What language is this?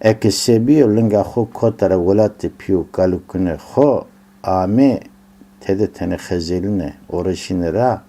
Zaza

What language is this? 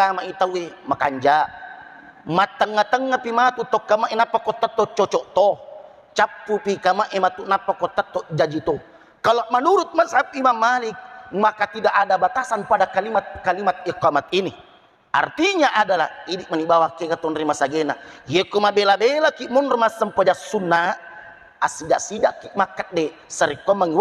Buginese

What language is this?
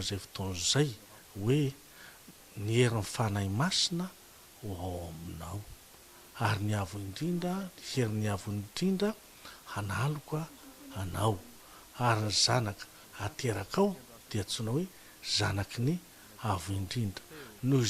Malagasy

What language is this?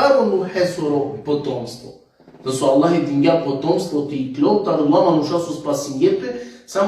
Balkan Romani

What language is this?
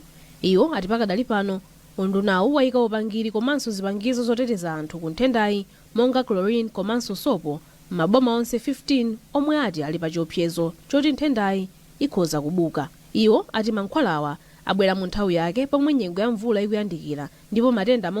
Nyanja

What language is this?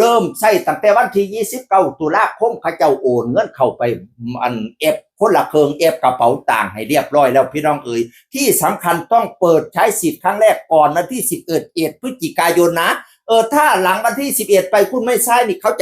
Northeastern Thai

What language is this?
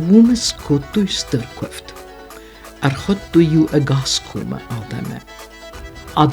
Ossetic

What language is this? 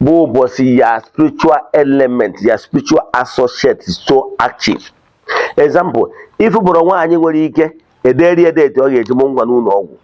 Igbo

